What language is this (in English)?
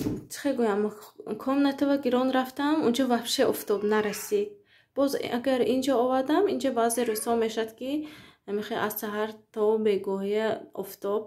Tajik